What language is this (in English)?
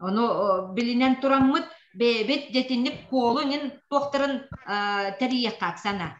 Yakut